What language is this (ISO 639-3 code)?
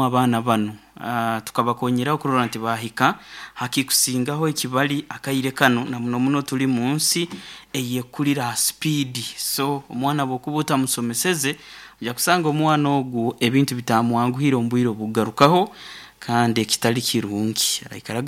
nyo